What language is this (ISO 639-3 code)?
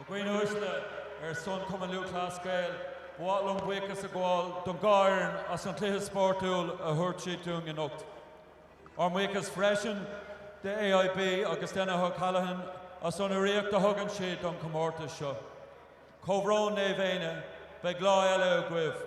gle